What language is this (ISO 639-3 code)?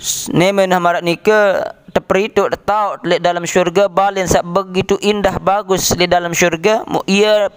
sas